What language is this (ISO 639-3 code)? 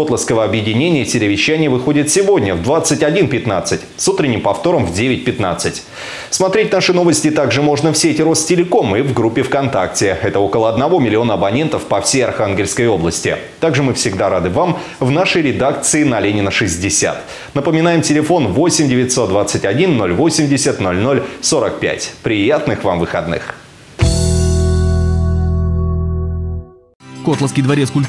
rus